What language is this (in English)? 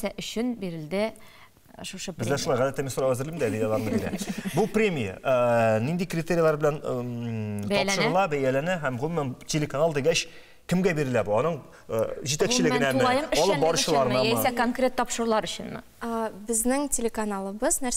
Tatar